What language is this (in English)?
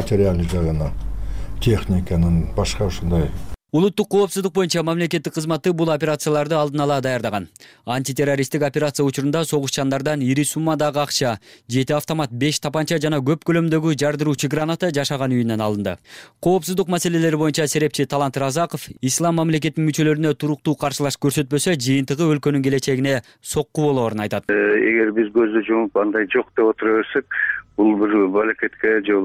Kyrgyz